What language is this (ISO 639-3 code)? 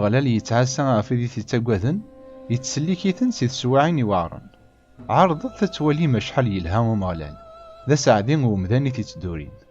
kab